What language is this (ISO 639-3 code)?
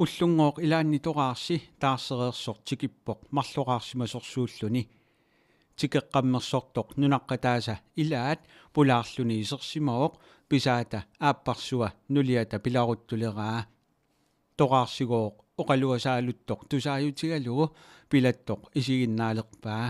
kal